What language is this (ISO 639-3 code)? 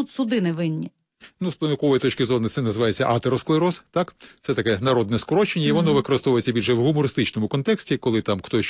ukr